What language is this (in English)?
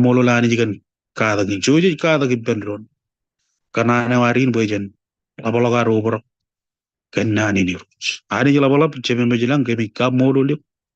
Marshallese